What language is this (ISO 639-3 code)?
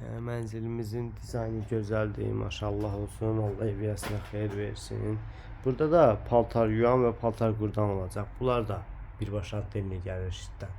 aze